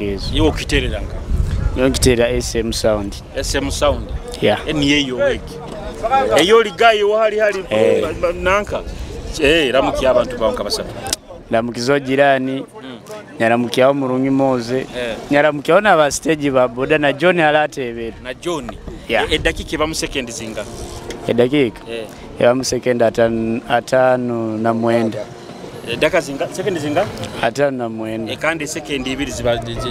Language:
Nyoro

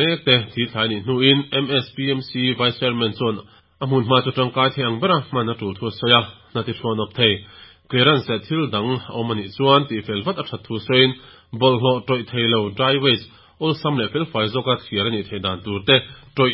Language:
Mizo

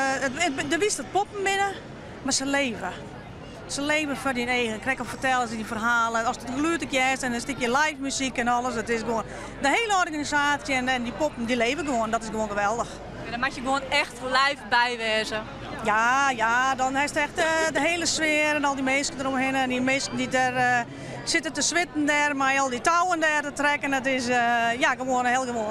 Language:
Western Frisian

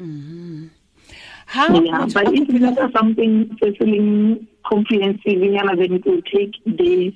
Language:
Tswana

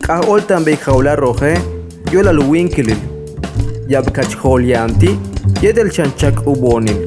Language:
Yucateco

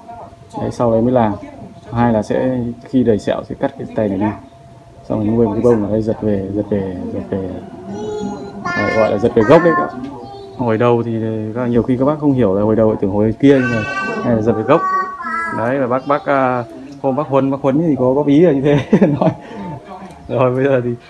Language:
Vietnamese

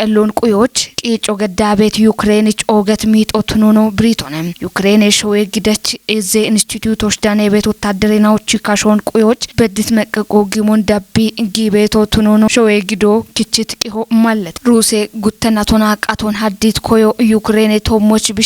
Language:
Kafa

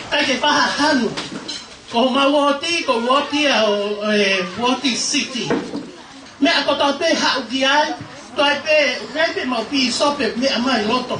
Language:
Tongan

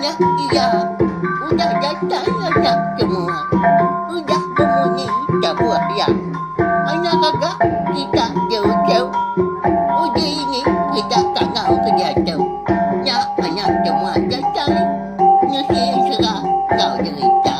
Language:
Iban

